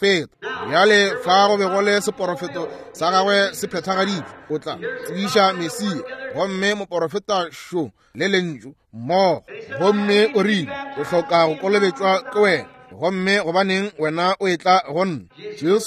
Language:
Northern Sotho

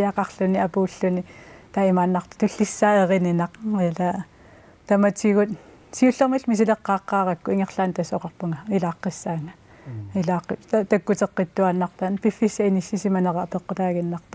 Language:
Kalaallisut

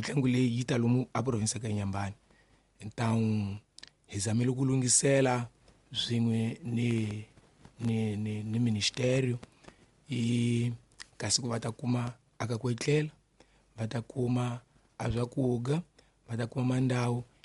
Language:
Tsonga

